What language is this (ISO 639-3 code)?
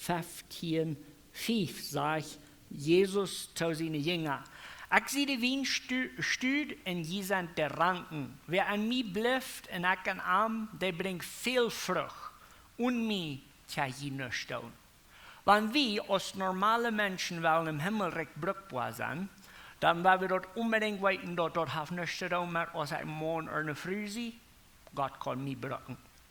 pdt